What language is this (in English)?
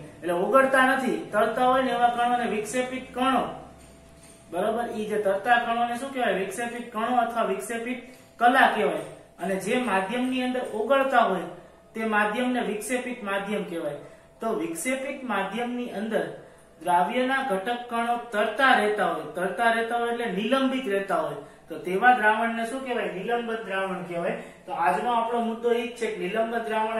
Gujarati